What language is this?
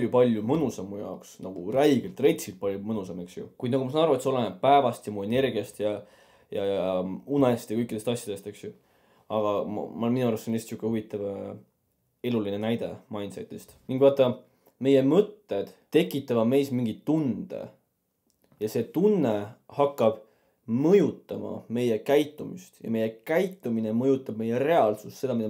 Estonian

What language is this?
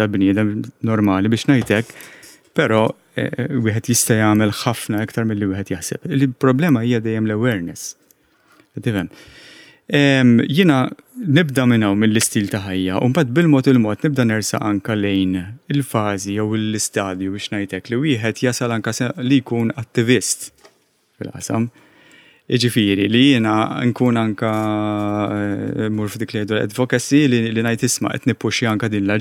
Maltese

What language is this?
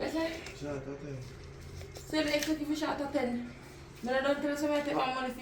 Jamaican Creole English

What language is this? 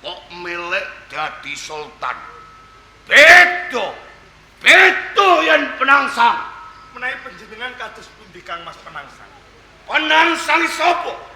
Javanese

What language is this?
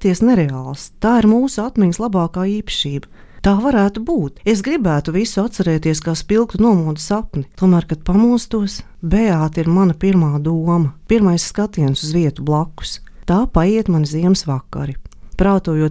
Latvian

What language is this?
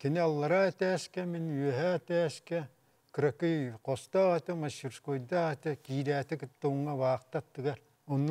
Yakut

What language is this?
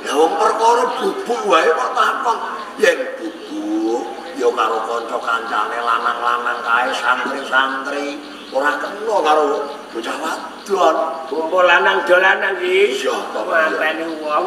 Javanese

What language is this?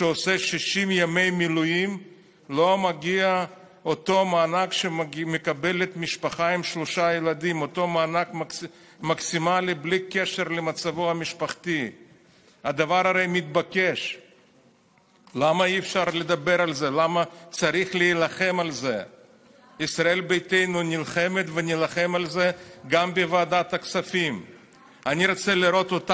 Hebrew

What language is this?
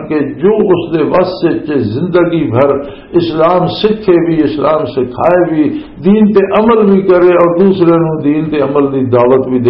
Western Panjabi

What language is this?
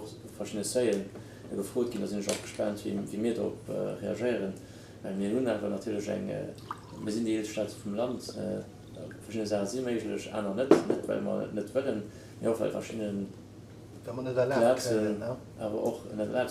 Luxembourgish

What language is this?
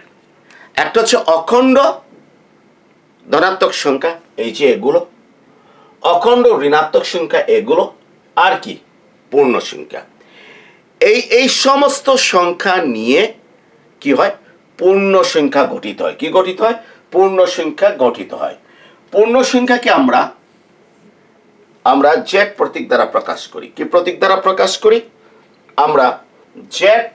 Bangla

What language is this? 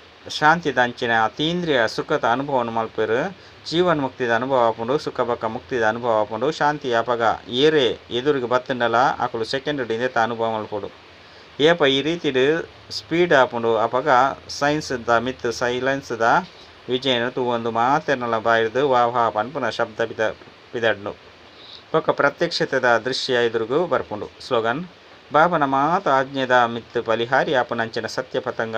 Tulu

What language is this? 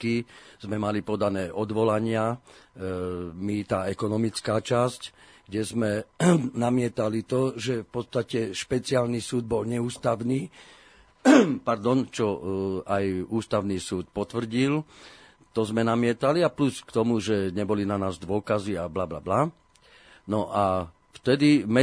Slovak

